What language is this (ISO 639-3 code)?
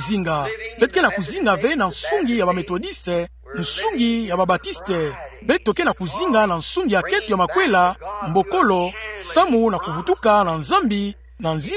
ktu